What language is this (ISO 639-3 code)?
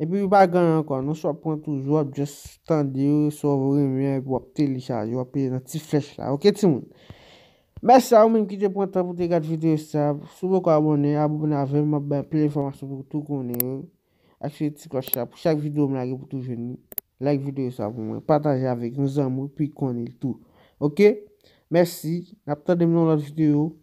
hat